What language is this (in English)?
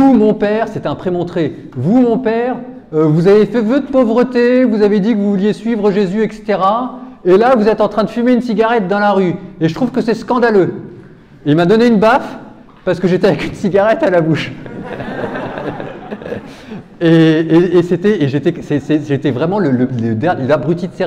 French